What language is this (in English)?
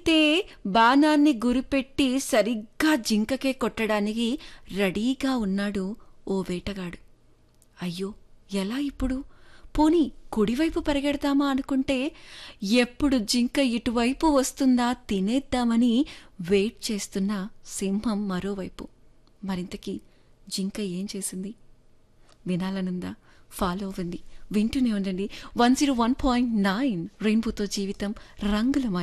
Telugu